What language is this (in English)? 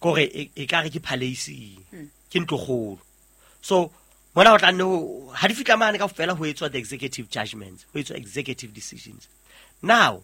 Southern Sotho